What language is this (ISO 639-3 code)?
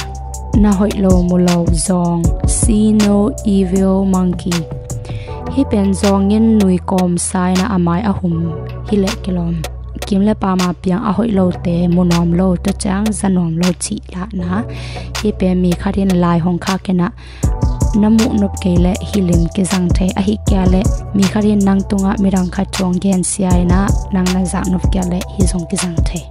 ctd